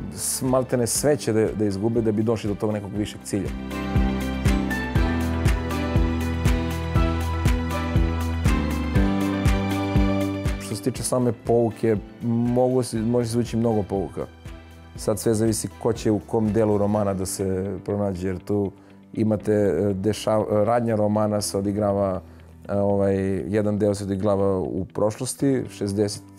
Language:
Serbian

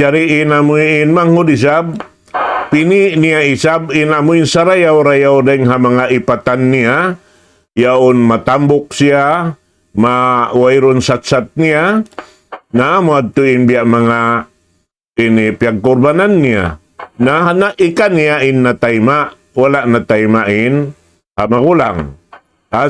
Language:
Tausug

